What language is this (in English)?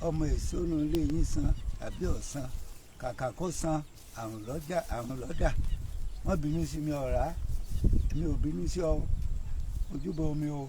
Yoruba